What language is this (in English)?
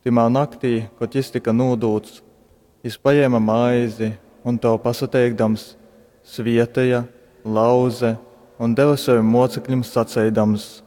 Latgalian